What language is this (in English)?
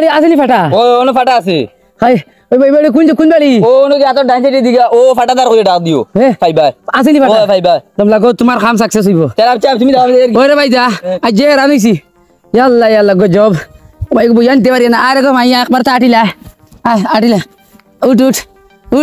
Sylheti